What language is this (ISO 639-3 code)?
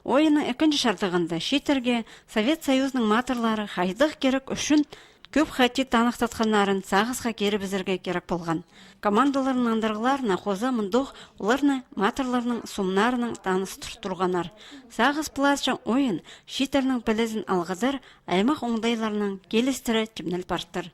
kjh